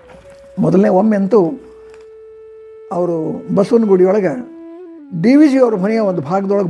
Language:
Kannada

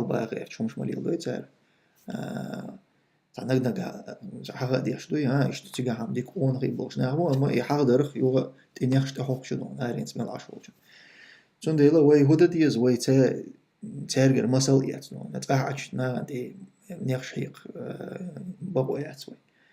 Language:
Chechen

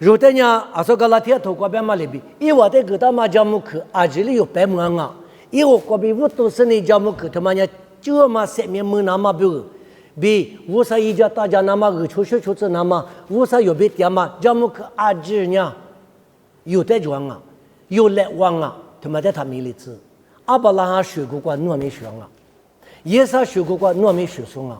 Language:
Lisu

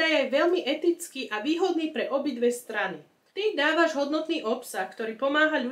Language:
Slovak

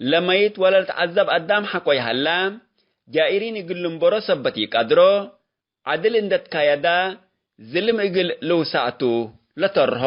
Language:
Tigre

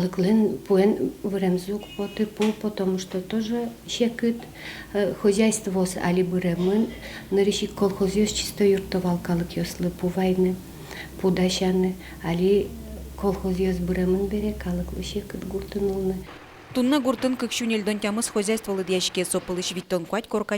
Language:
Udmurt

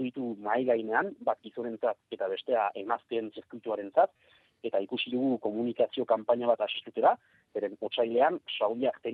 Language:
Basque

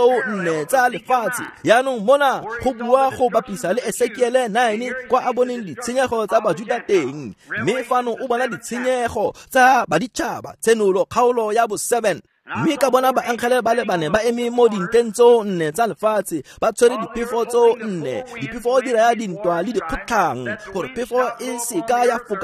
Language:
Tswana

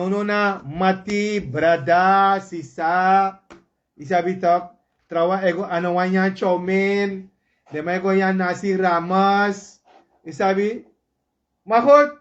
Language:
Sranan Tongo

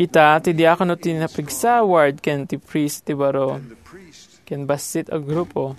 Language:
Iloko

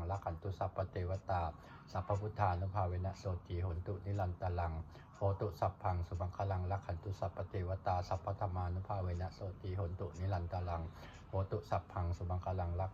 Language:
Pali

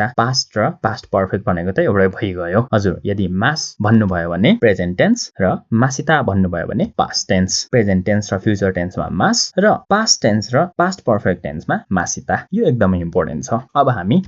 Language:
Nepali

